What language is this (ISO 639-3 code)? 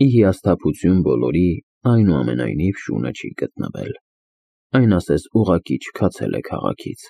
hye